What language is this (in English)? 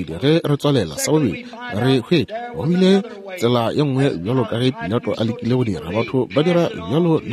Northern Sotho